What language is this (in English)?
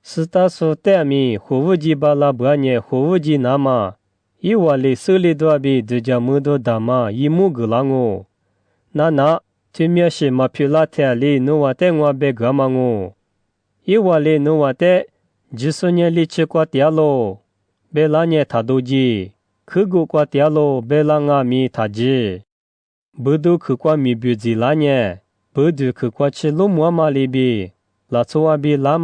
Lisu